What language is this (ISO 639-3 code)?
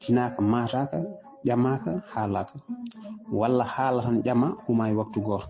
ful